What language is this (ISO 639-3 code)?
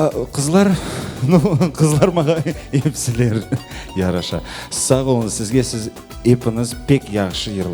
crh